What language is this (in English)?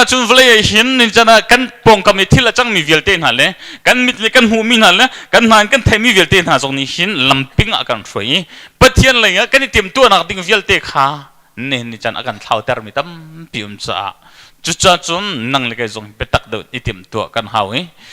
Hakha Chin